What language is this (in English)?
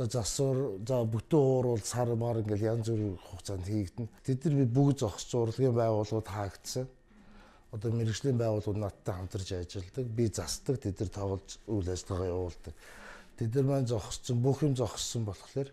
Mongolian